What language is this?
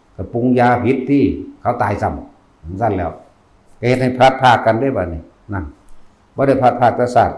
Northeastern Thai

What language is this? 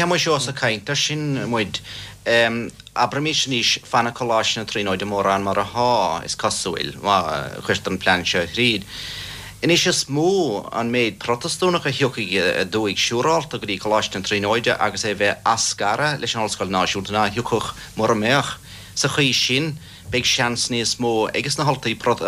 Irish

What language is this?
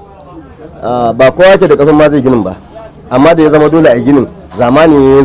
Hausa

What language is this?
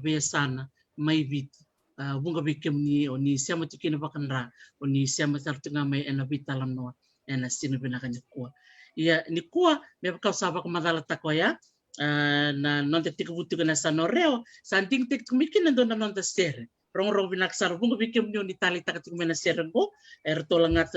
Fijian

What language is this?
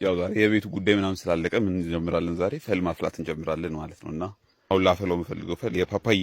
Amharic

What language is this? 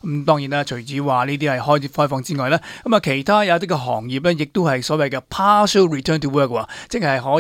Cantonese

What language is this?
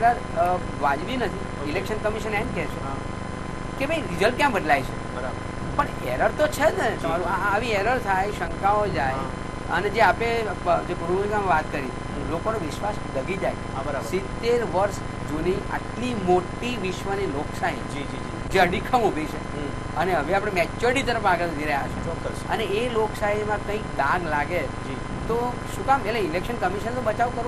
Gujarati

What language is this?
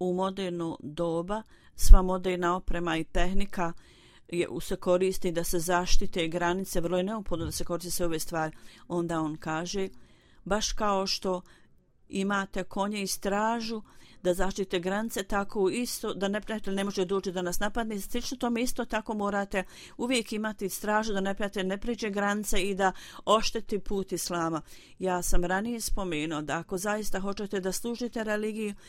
Bosnian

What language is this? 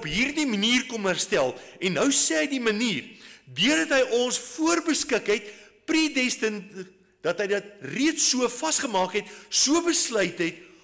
Afrikaans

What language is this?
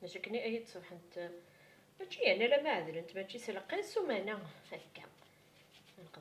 Kabyle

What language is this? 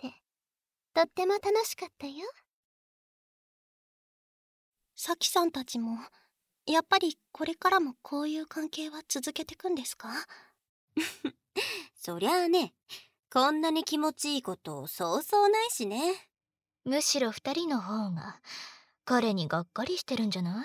Japanese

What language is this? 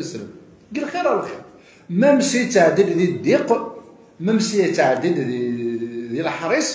Kabyle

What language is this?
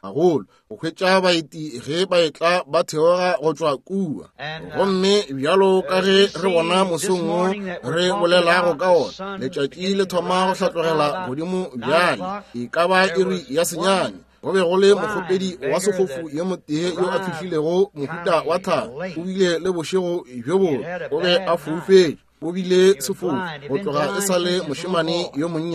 Northern Sotho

